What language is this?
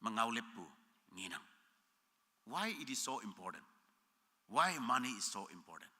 Konyak Naga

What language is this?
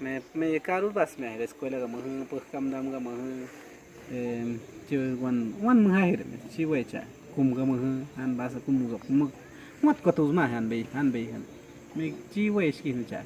Awa-Cuaiquer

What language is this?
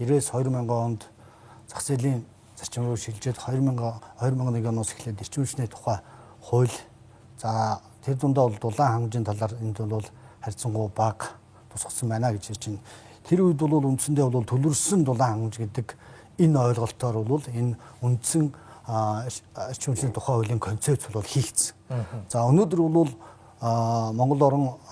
Mongolian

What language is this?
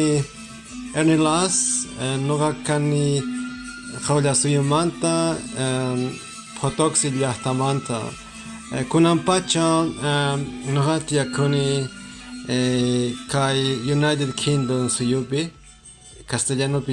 Quechua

